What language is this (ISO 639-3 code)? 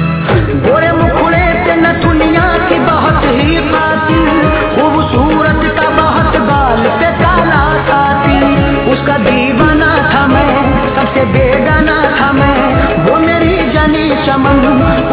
hin